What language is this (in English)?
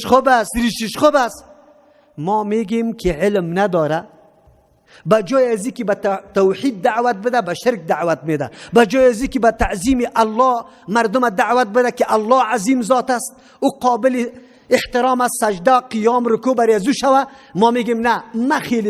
Persian